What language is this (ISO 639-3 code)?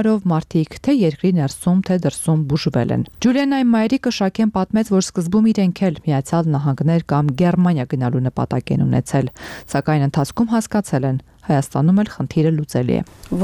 hye